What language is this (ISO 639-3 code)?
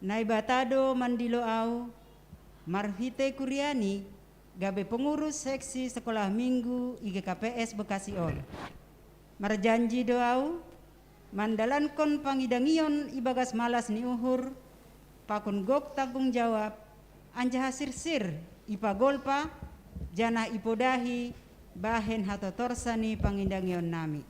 bts